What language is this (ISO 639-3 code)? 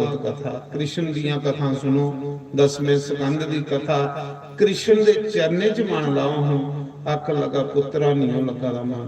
doi